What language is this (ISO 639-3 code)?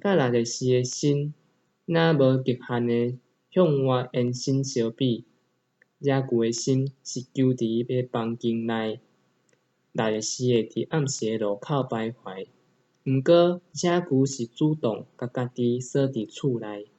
nan